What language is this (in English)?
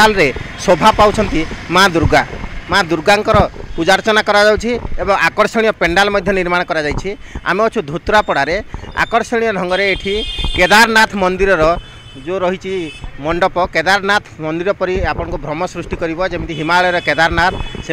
Odia